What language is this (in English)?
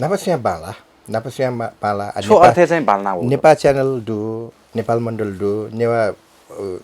Newari